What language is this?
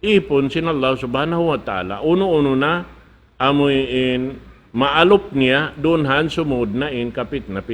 Tausug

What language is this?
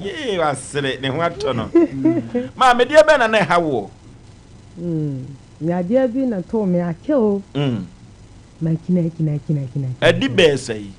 Akan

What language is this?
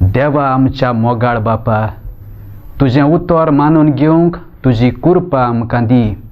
Konkani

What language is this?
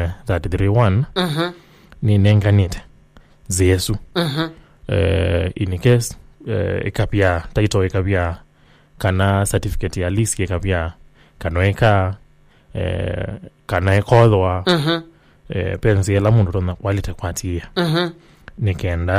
Kamba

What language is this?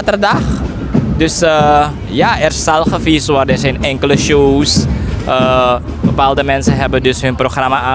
Dutch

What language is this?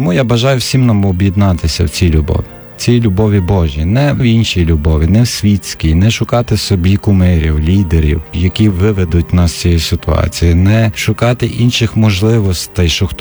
Ukrainian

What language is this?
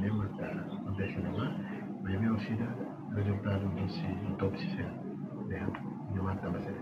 Tetum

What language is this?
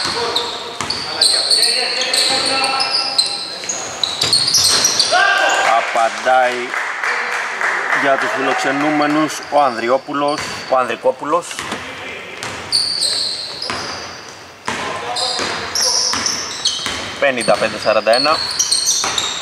Greek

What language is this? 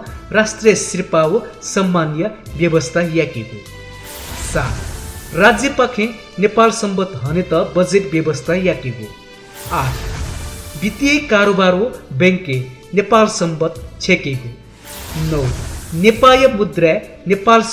Newari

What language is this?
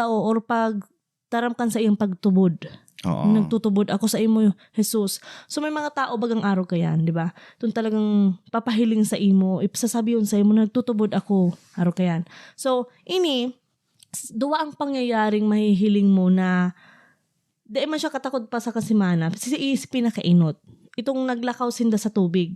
Bikol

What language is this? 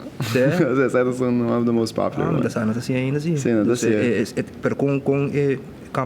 Papiamento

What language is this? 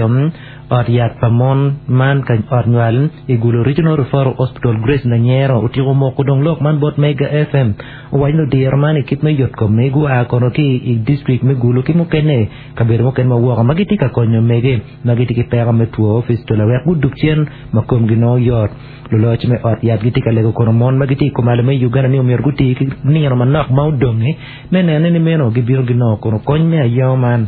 Acoli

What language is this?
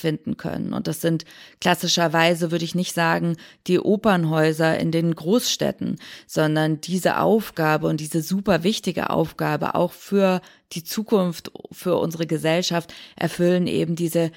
German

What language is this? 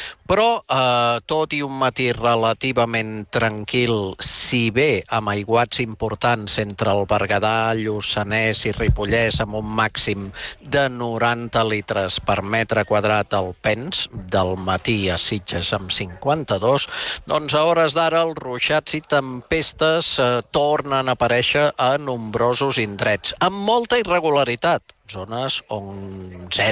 Catalan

